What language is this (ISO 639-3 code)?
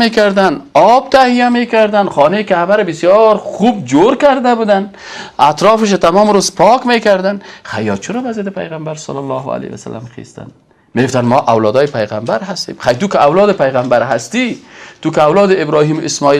fas